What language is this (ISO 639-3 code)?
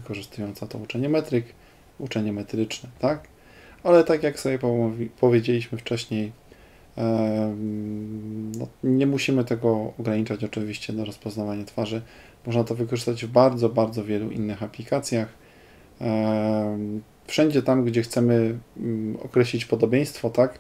pol